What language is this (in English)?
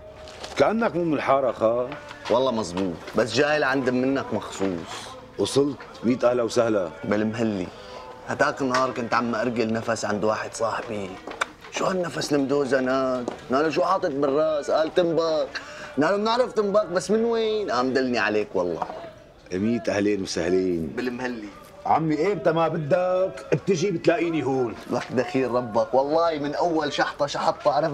North Levantine Arabic